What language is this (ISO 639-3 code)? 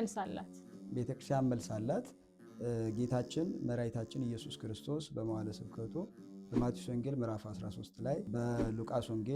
amh